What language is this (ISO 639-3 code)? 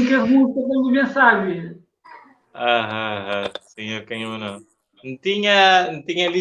kea